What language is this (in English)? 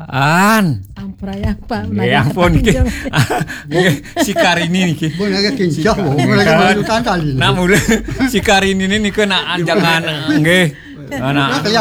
Balinese